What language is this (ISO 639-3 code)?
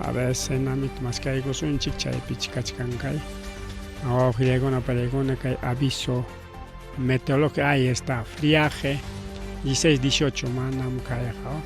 quy